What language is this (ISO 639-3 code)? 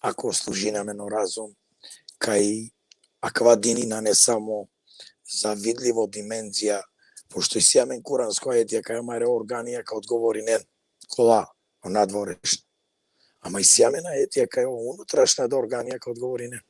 rmn